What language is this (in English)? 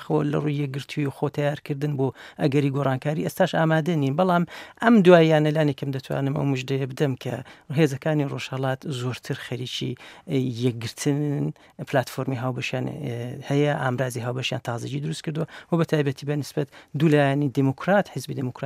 Central Kurdish